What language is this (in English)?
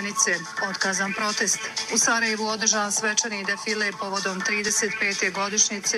Bosnian